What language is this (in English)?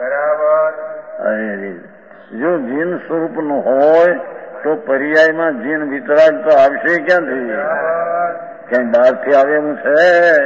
Gujarati